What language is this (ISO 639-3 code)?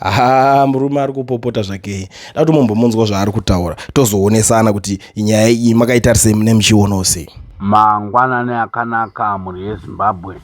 sna